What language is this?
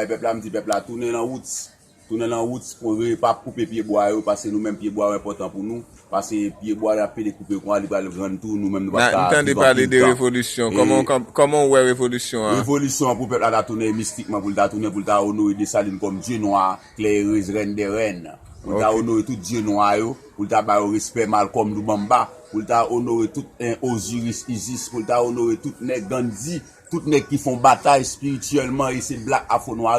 Haitian Creole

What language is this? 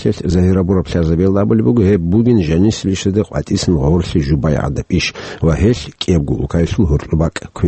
Avaric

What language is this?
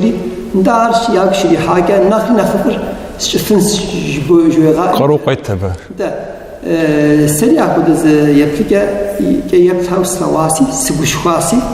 Kabardian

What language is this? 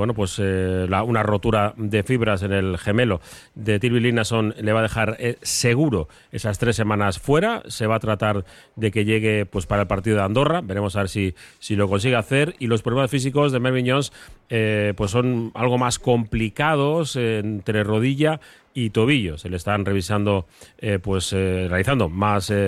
Spanish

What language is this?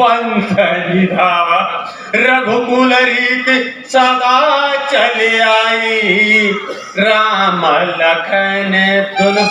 Chhattisgarhi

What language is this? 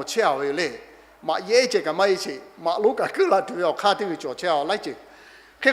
Lahu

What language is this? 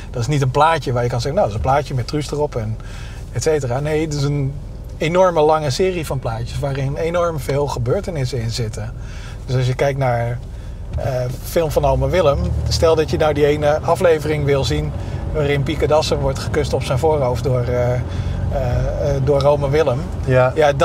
Dutch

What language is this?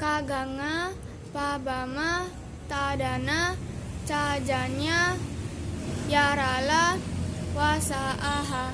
Makasar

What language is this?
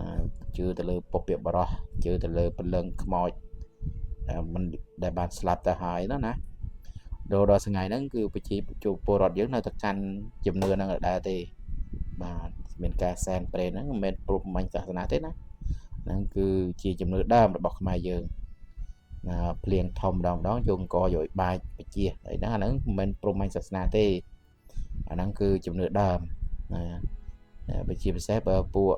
Khmer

